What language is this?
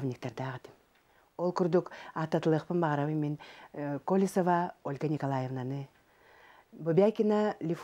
Yakut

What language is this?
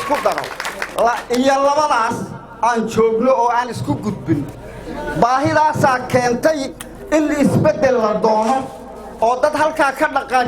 Somali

